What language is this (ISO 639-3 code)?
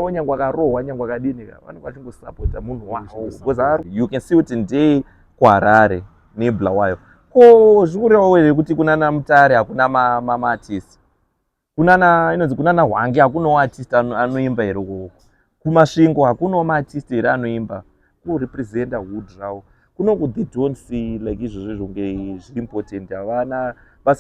sna